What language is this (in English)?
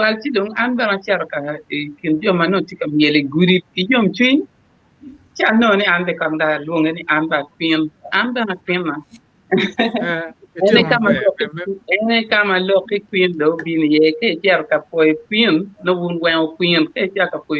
Acoli